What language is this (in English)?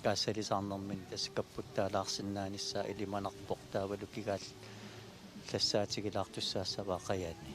Kalaallisut